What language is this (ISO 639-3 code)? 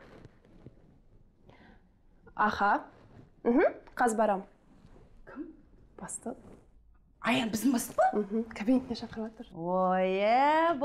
kaz